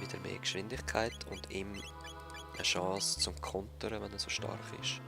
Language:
Swiss German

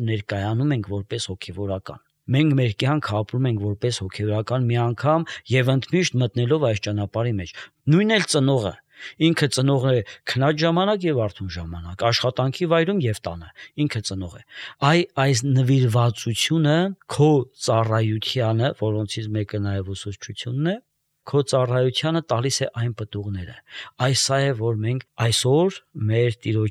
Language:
Armenian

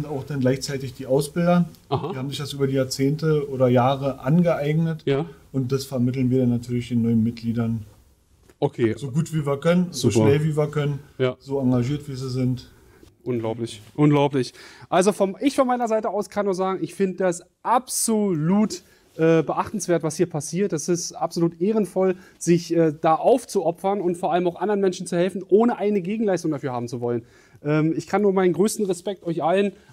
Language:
German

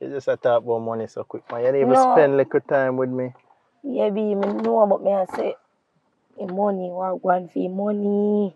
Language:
Jamaican Creole English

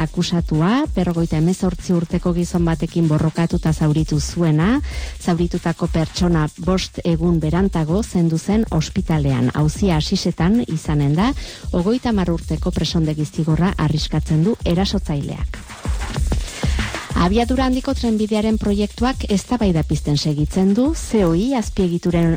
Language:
Basque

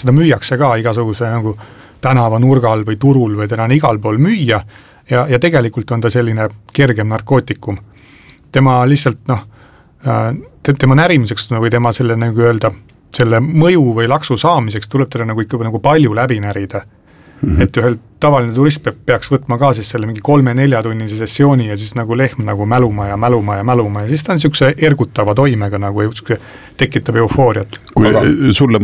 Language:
Estonian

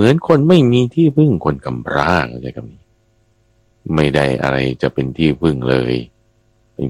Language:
Thai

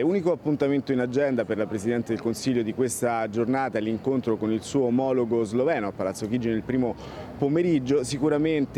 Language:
Italian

